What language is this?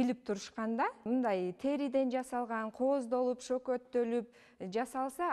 Kyrgyz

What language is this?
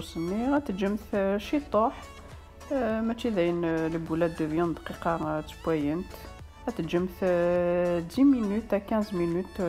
Kabyle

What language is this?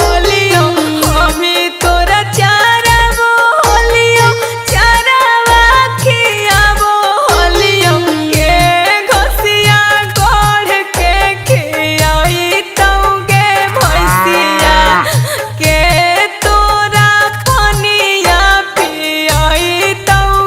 Magahi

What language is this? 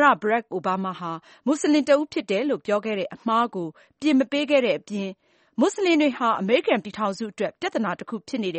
Burmese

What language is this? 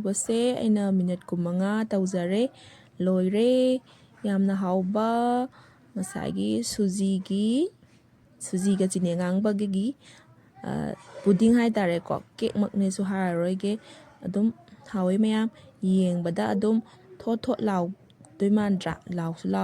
Manipuri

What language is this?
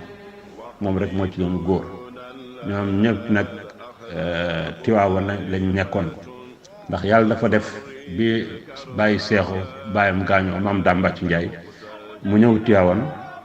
Wolof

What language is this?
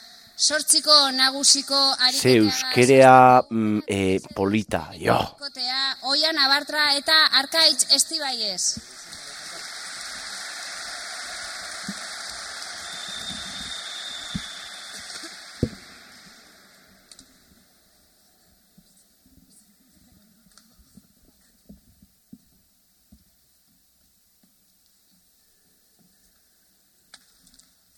Basque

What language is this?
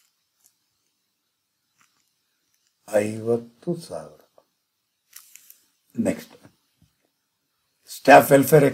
Kannada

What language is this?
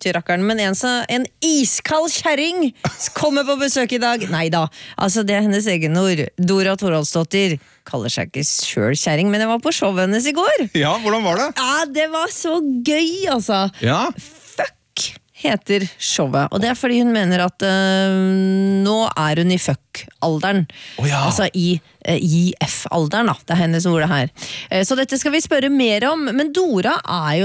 Norwegian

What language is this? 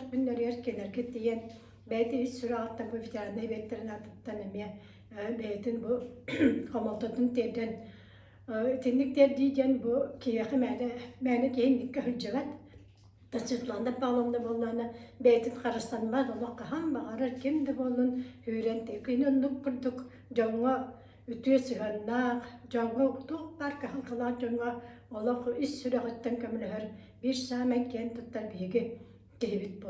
Yakut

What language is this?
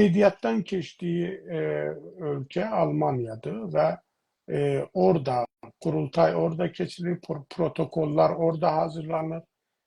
South Azerbaijani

